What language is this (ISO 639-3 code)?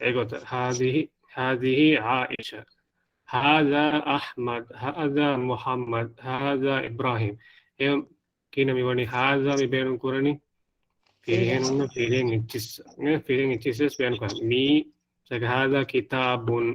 div